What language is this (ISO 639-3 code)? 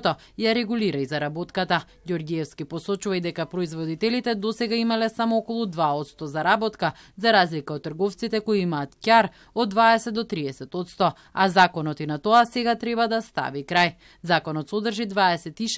mkd